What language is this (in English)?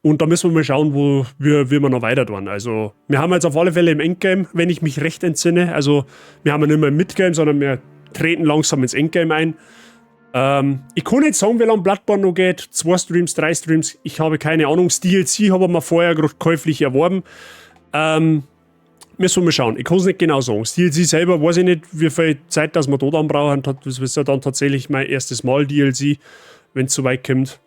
Bavarian